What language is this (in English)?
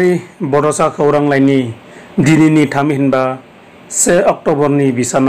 Bodo